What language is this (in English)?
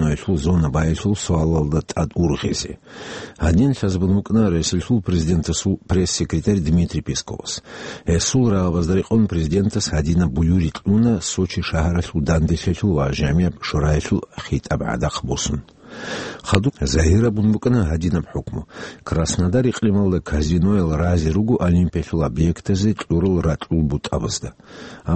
Avaric